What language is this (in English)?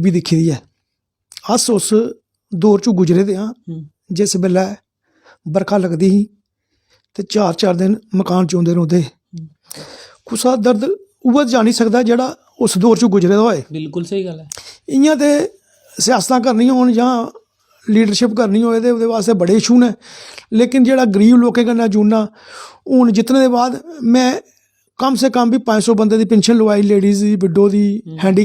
Dogri